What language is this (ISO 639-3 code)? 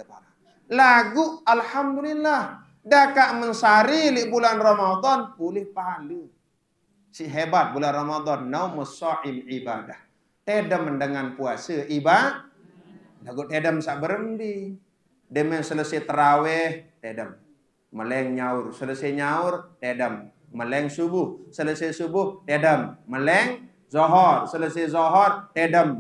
sas